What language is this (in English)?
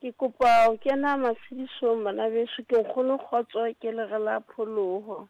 Southern Sotho